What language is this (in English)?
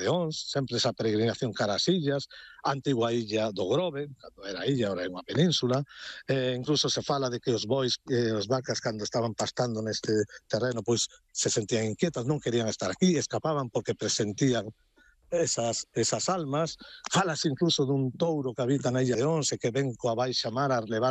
Galician